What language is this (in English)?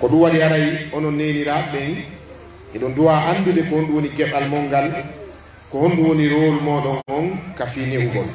Pular